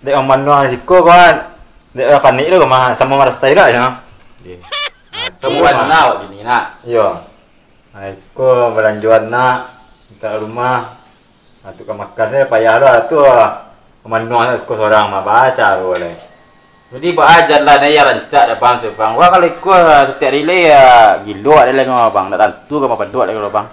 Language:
Minangkabau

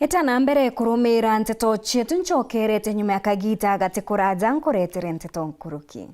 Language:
Meru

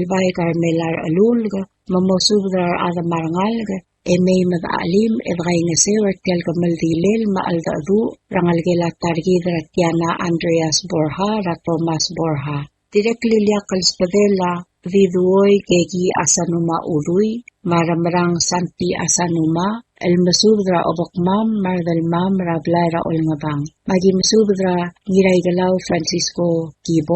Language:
Palauan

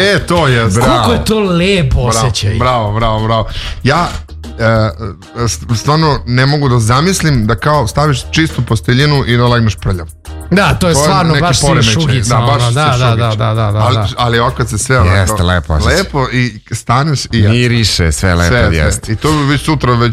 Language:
Serbian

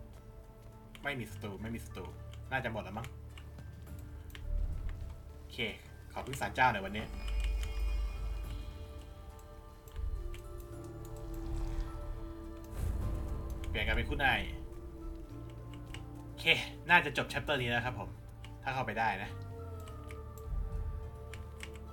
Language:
Thai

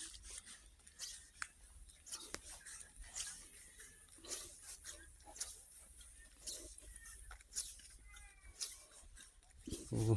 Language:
Lao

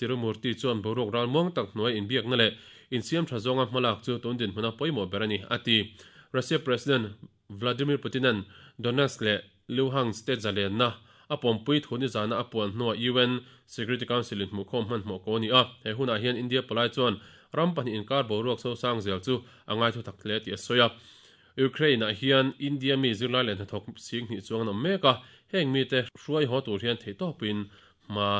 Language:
Mizo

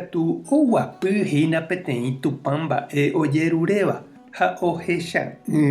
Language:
Guarani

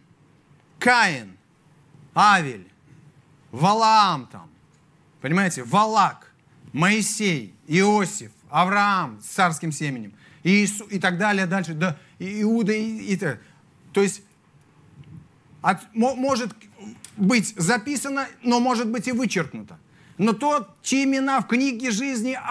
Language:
Russian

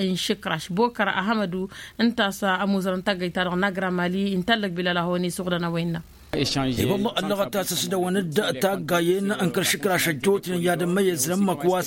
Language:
Tamasheq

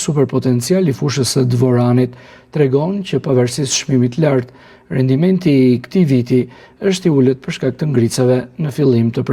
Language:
Albanian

